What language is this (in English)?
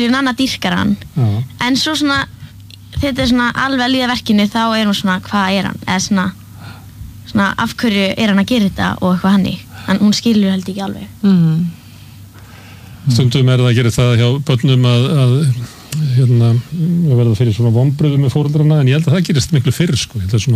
Icelandic